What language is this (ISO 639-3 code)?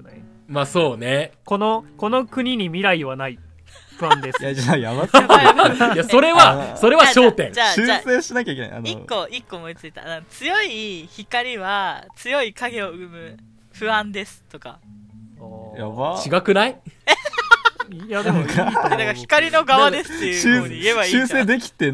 jpn